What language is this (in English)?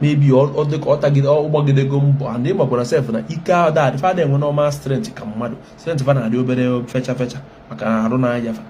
Igbo